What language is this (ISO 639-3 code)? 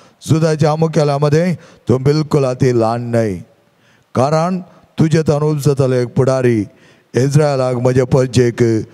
kok